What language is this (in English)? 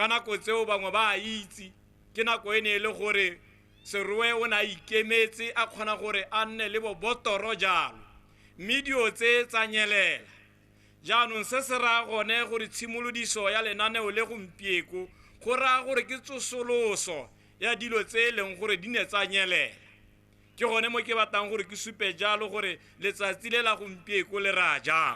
Tswana